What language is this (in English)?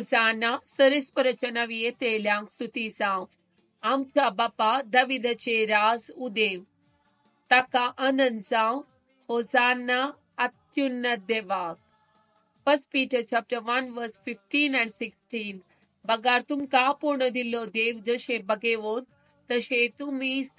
Konkani